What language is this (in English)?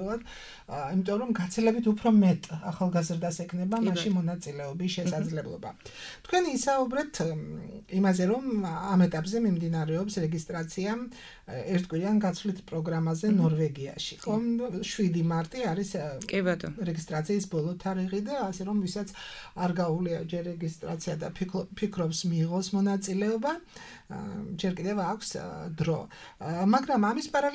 Georgian